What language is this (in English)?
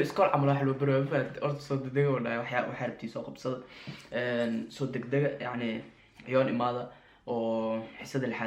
Somali